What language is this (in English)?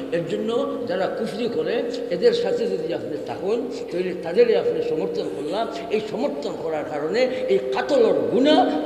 Sylheti